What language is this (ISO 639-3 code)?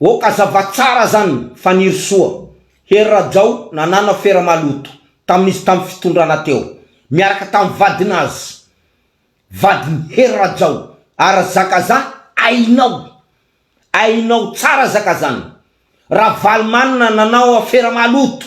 mlg